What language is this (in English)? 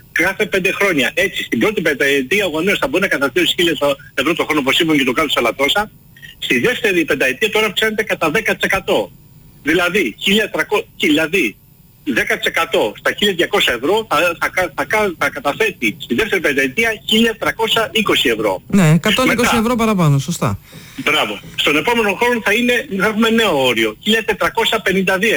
Greek